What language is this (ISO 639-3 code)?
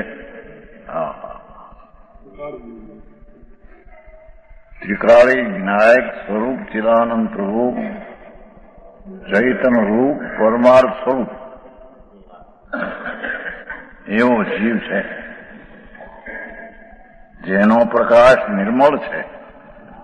guj